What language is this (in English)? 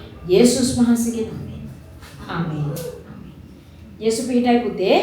Sinhala